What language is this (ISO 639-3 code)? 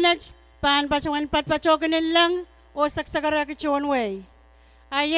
pon